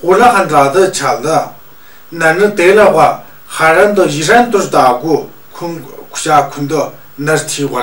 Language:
Tu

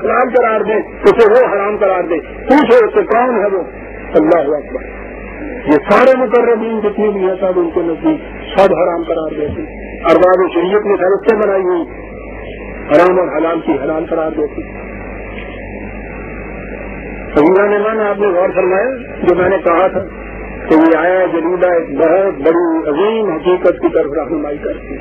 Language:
Urdu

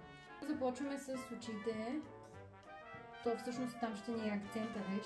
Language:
Bulgarian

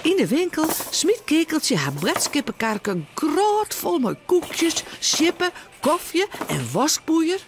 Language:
Western Frisian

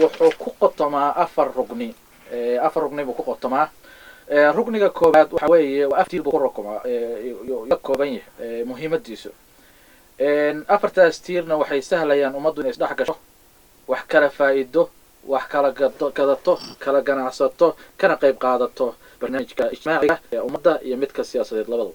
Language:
Somali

